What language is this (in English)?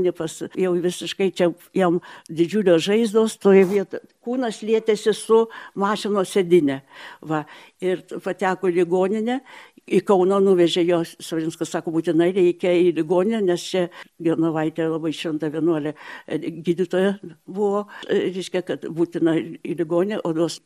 Lithuanian